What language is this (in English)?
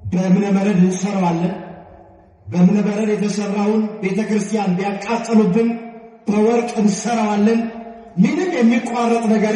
Amharic